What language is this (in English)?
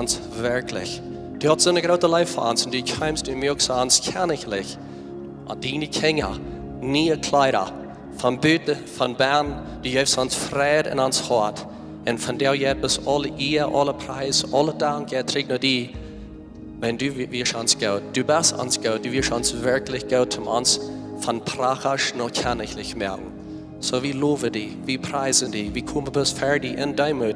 Plautdietsch